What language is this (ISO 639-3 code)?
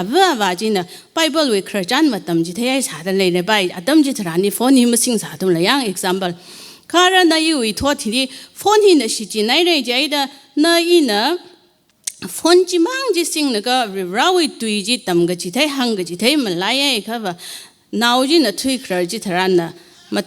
nmf